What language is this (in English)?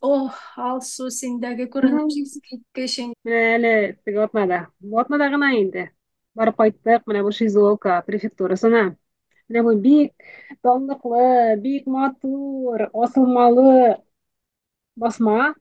Tatar